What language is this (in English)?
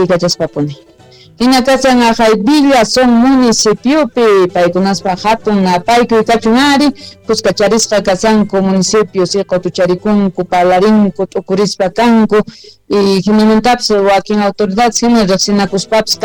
South Bolivian Quechua